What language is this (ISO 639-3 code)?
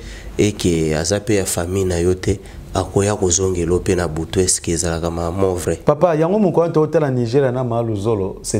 lin